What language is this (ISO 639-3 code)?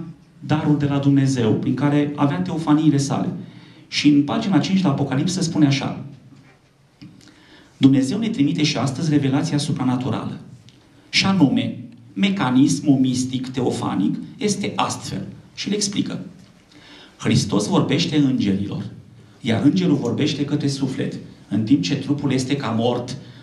ron